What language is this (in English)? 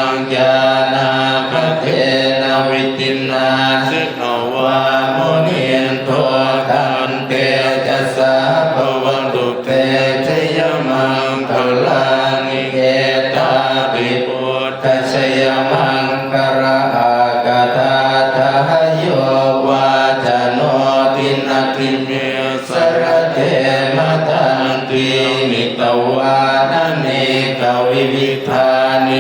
Pali